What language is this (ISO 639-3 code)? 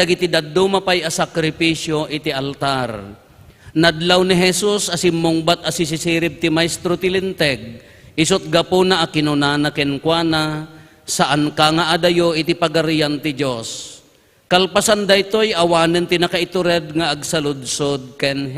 ilo